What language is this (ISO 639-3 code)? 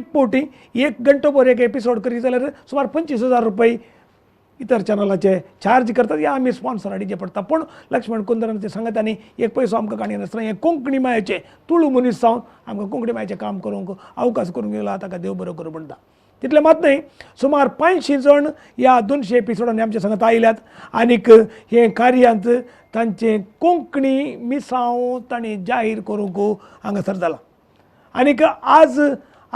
kok